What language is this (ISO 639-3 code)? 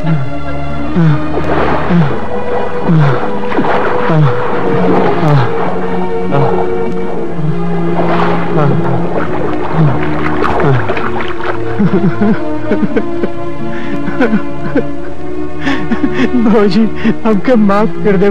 bho